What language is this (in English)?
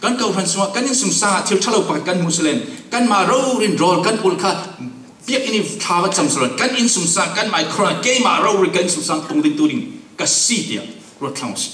Falam Chin